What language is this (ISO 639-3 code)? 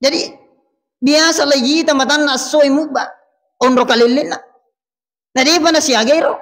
bug